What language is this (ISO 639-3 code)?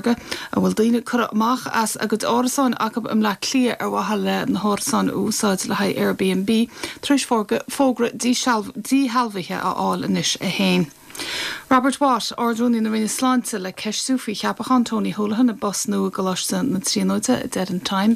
gle